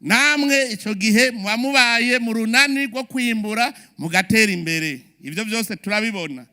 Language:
Rundi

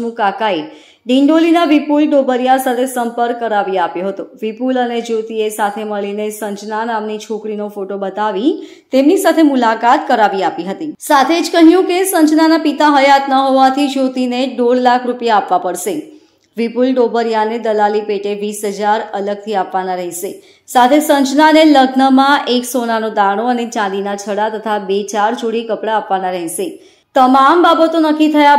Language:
Gujarati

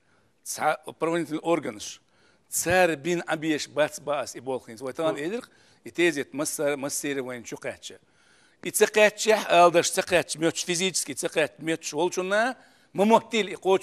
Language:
Chechen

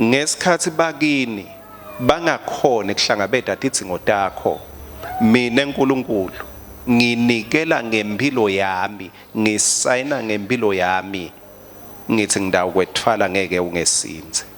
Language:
Swati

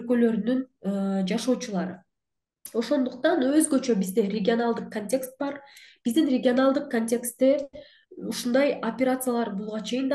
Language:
Kyrgyz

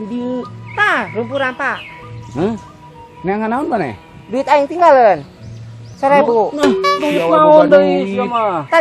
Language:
Sundanese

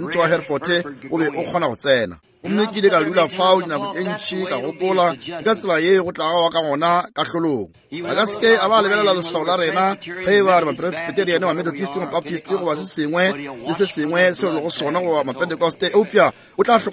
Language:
Northern Sotho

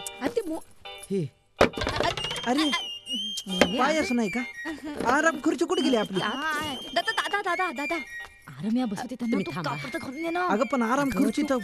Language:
Marathi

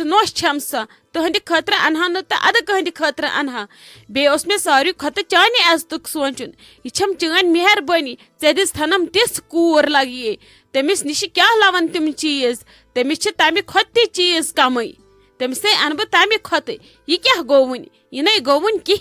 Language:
Kashmiri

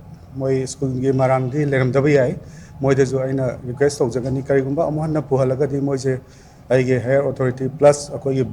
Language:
Manipuri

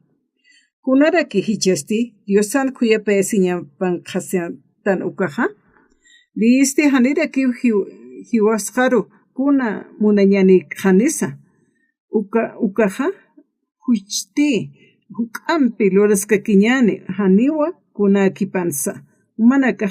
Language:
Aymara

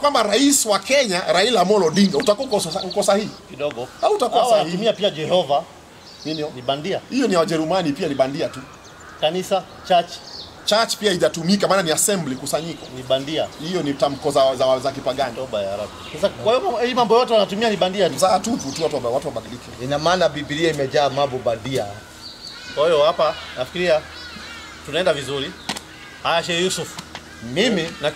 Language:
Swahili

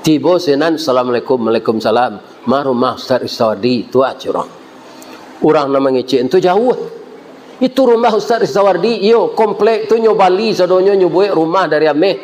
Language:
Minangkabau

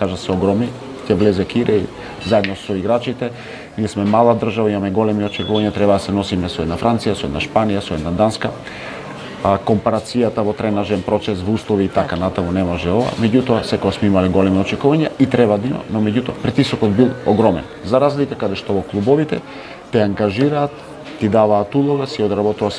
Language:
Macedonian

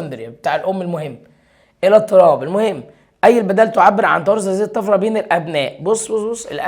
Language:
Egyptian Arabic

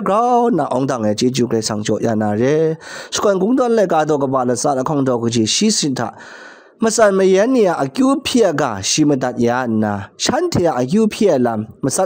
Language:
Kachin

